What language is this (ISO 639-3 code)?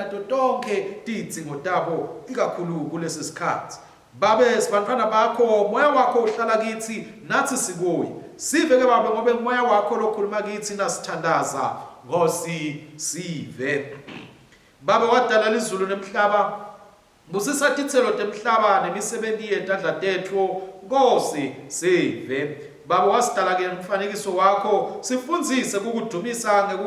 ssw